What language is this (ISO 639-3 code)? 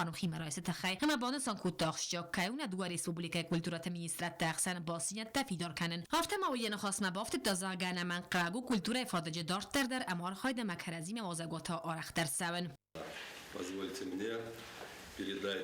oss